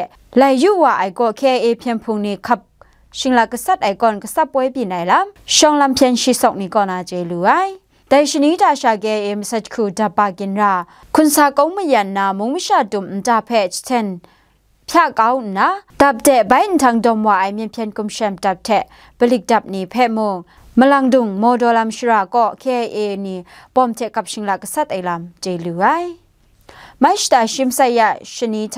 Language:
Kachin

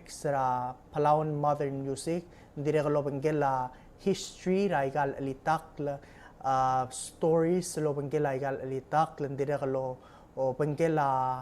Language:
Palauan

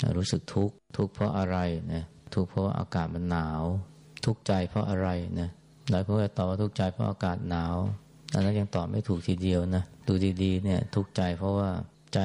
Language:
Thai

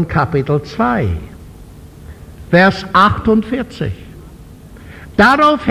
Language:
German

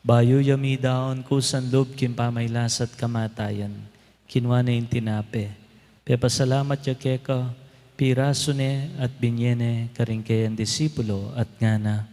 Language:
Pampanga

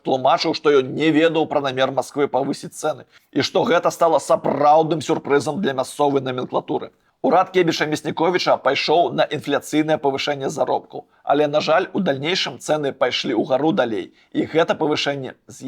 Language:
Belarusian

